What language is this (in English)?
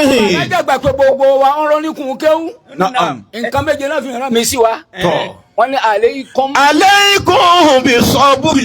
Yoruba